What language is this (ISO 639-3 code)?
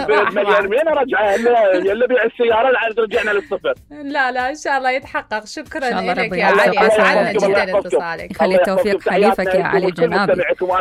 acm